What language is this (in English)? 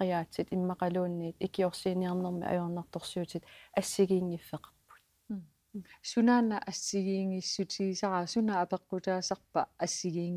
Kalaallisut